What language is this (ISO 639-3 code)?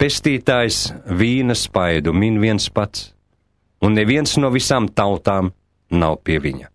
lav